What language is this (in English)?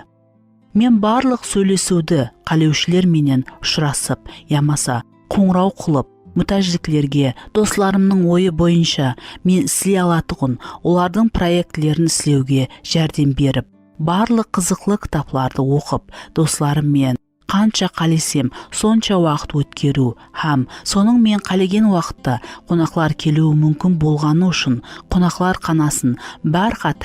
Kara-Kalpak